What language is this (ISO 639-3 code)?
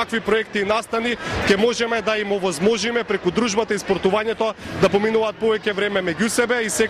mkd